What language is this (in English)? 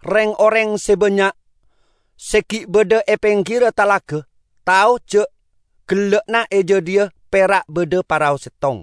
Madurese